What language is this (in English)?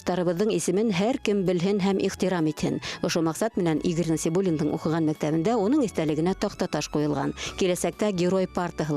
Bashkir